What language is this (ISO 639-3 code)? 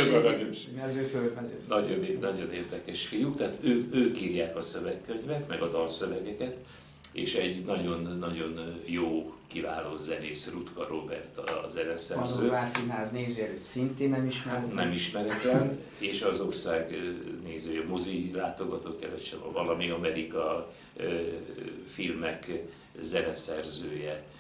hun